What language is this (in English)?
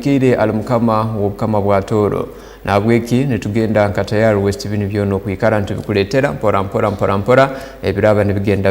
Tooro